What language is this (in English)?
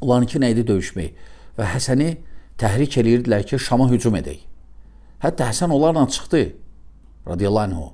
Azerbaijani